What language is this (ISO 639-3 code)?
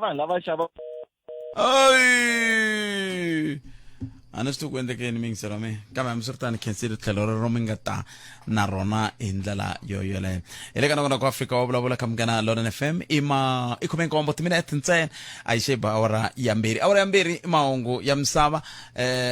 tso